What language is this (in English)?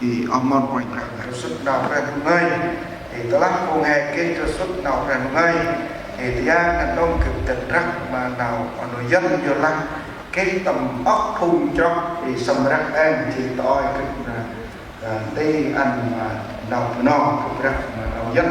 Central Mnong